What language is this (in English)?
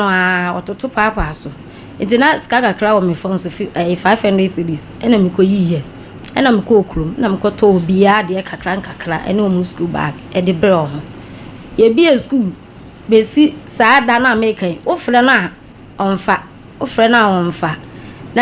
Akan